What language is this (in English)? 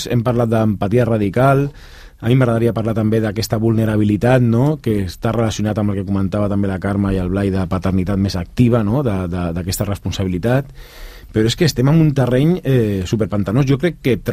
Catalan